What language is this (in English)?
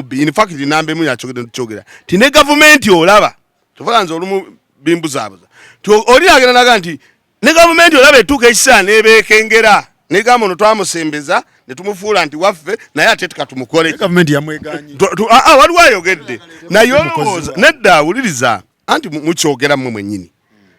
Ganda